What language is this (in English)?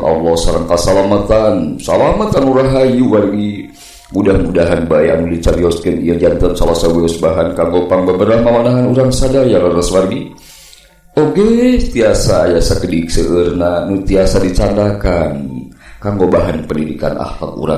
Sundanese